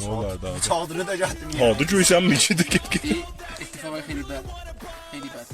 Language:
South Azerbaijani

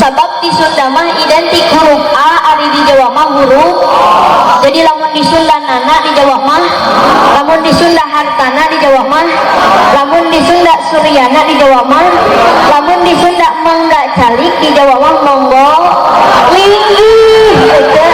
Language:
Sundanese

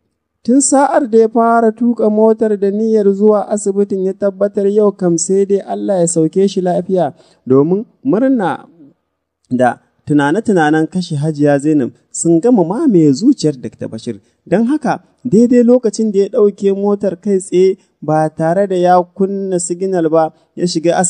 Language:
Hausa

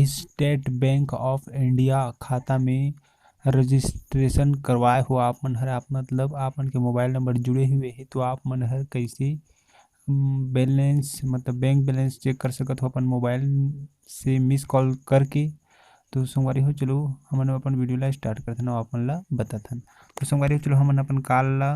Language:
Chhattisgarhi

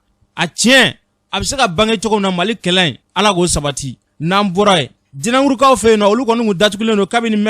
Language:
Bambara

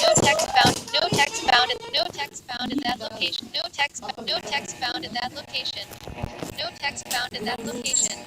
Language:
Kok Borok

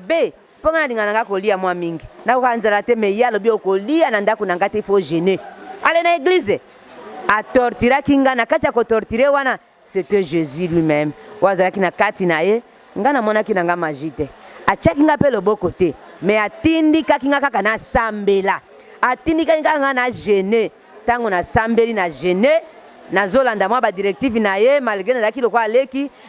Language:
Lingala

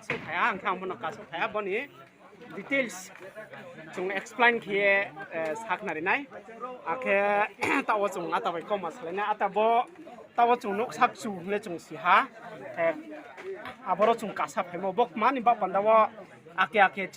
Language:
Riang (India)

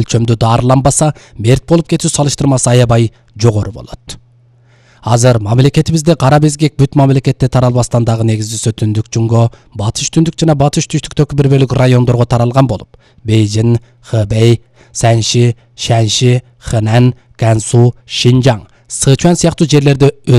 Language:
Kyrgyz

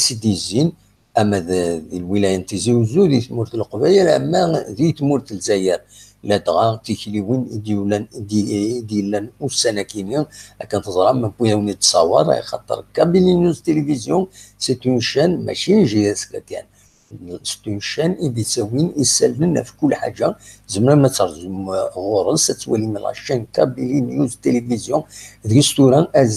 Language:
Kabyle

